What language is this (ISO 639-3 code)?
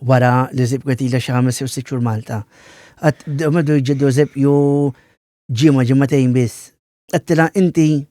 mlt